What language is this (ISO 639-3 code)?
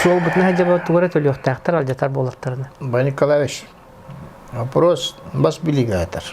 sah